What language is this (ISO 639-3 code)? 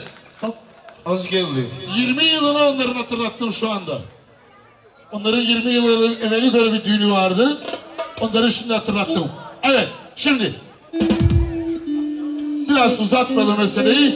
tur